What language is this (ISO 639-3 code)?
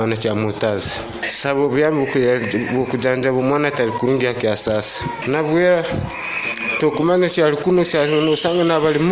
nyo